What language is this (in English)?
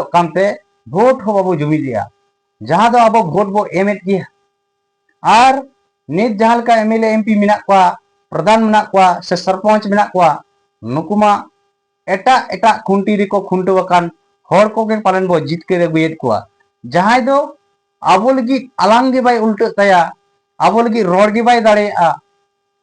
Santali